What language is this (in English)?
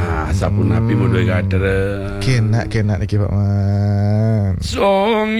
Balinese